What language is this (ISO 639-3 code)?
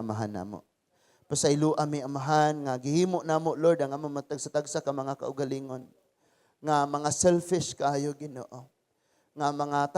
ceb